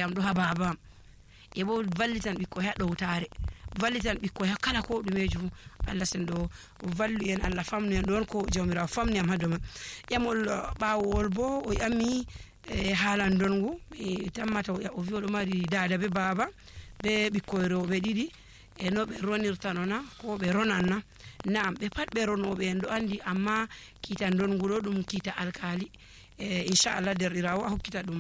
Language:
Nigerian Fulfulde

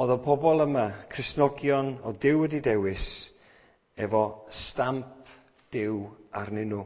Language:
Welsh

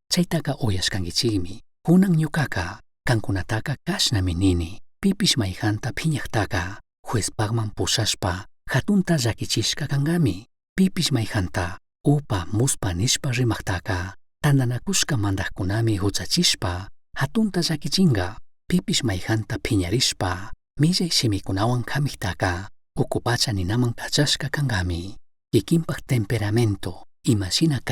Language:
Chimborazo Highland Quichua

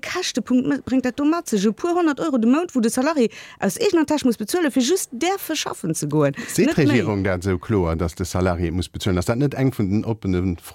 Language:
Luxembourgish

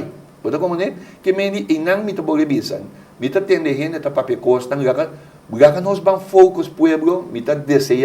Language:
Papiamento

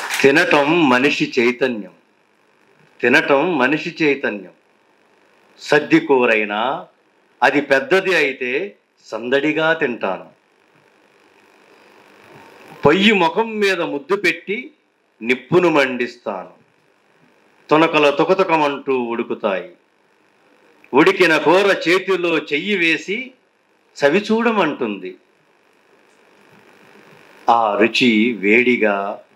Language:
Telugu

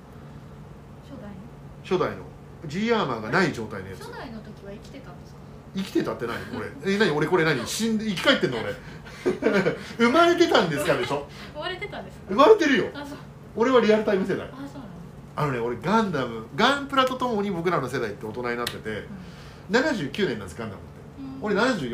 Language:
Japanese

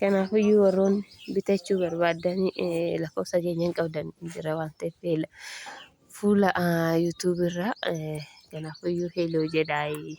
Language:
Oromo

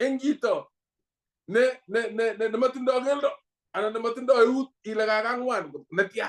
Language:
Kalenjin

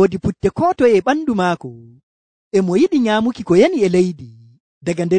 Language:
Nigerian Fulfulde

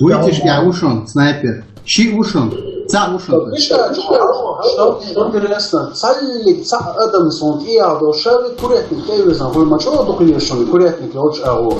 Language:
Chechen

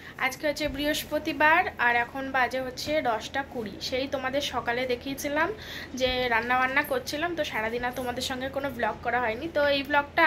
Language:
Bangla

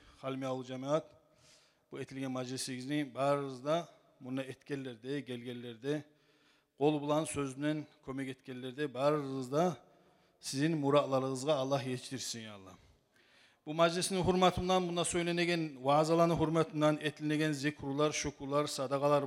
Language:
Kumyk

